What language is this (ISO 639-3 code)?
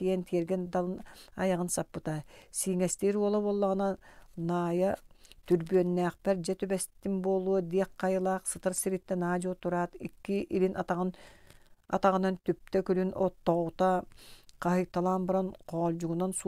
sah